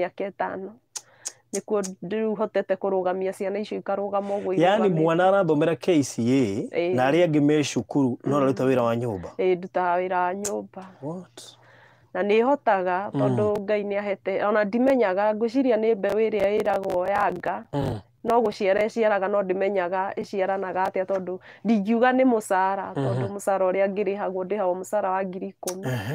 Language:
Kikuyu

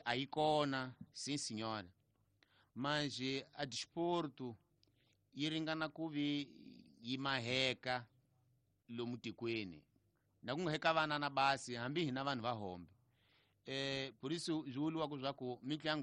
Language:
Tsonga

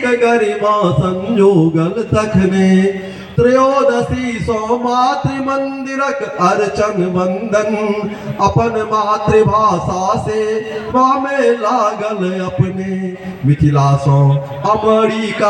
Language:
Maithili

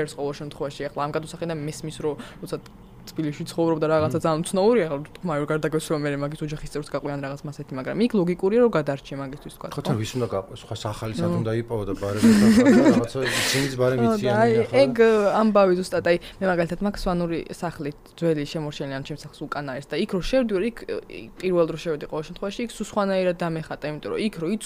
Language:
Georgian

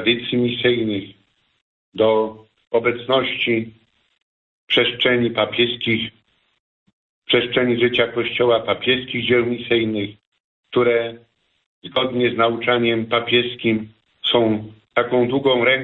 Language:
Polish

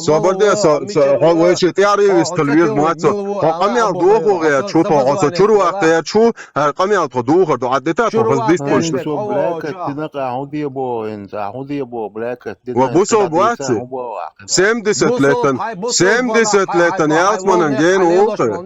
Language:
Chechen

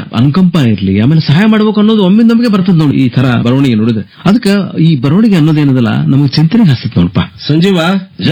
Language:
Kannada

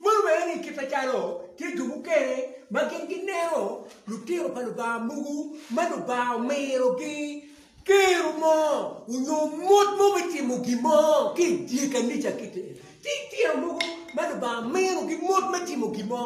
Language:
Acoli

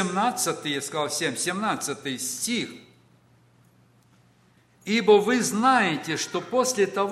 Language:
Russian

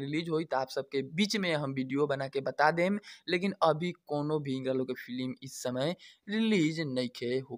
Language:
Bhojpuri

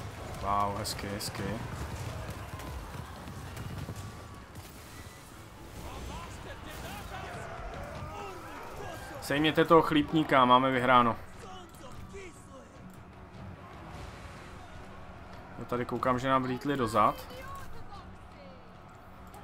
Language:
Czech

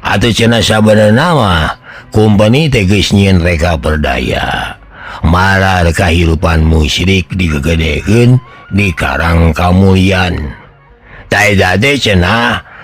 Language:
Sundanese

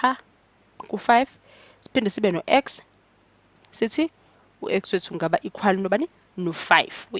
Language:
Zulu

